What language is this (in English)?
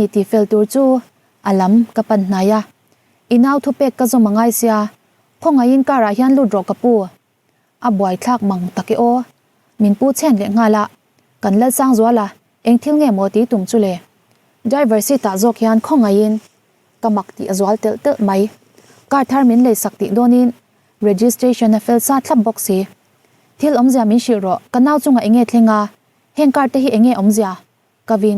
Mizo